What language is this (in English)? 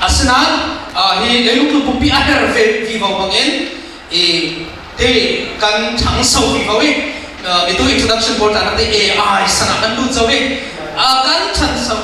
Falam Chin